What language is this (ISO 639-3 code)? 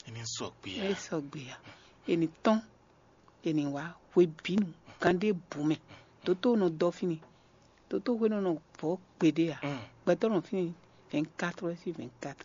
fon